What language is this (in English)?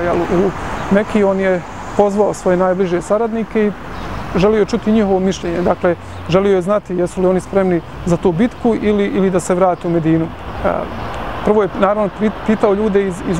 Bosnian